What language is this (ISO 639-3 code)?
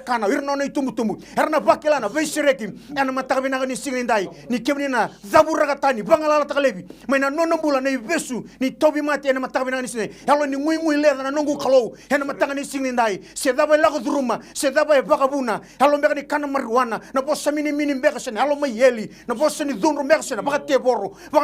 fij